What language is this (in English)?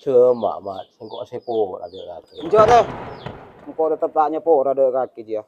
Madurese